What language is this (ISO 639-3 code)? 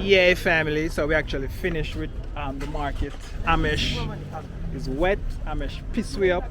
jam